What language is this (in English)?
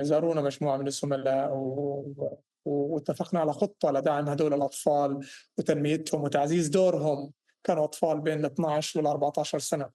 North Levantine Arabic